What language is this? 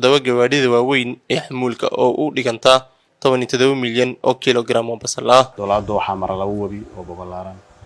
Somali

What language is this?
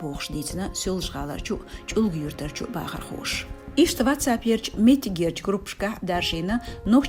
Chechen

